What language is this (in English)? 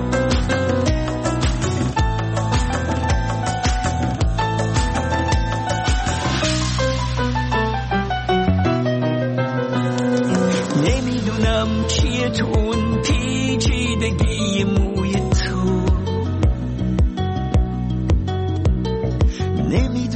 Persian